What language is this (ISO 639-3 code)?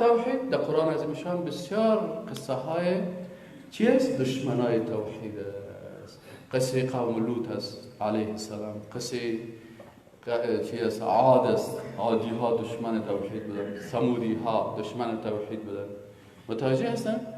fas